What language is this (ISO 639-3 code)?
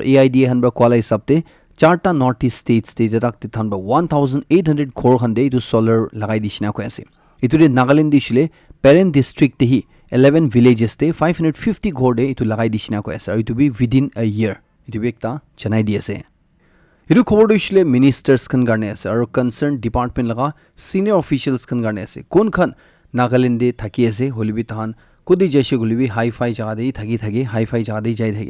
nag